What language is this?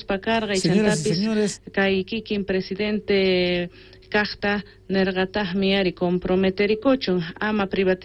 South Bolivian Quechua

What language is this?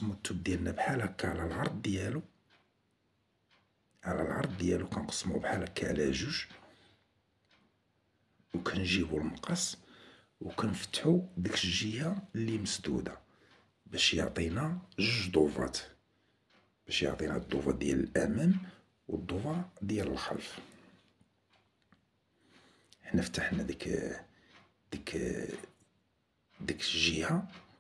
Moroccan Arabic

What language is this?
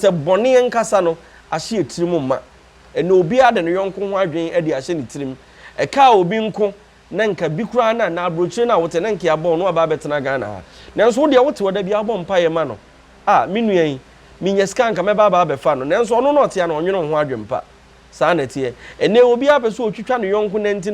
Akan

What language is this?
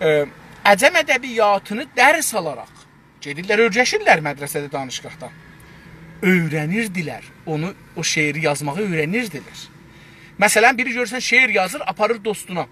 South Azerbaijani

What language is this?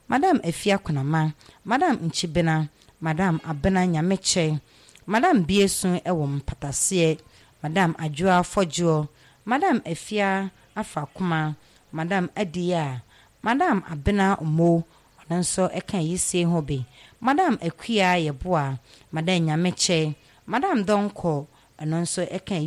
Akan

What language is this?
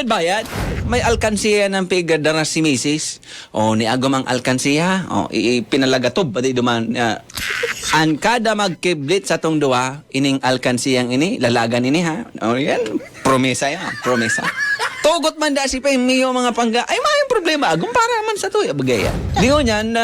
Bikol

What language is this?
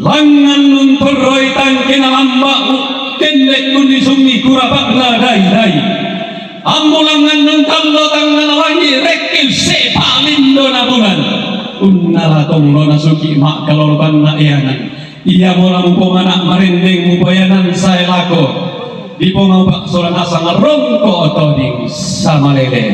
Toraja-Sa'dan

